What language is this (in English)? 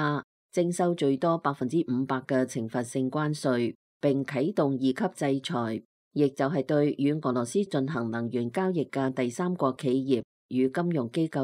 Cantonese